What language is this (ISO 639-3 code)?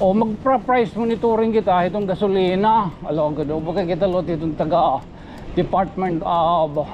war